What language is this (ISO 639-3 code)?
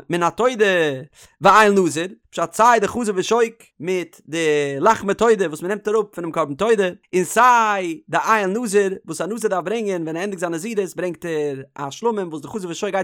yid